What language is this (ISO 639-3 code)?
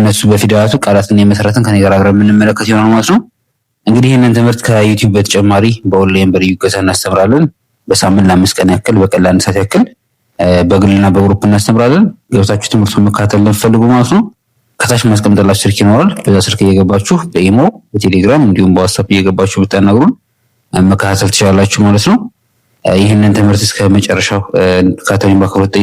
amh